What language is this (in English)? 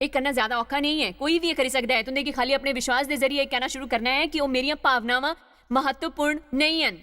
Dogri